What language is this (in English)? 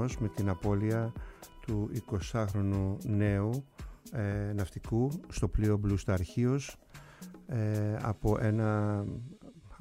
Greek